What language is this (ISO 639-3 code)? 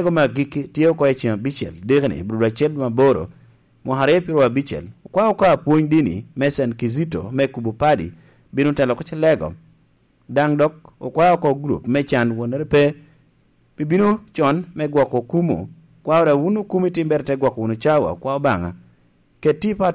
laj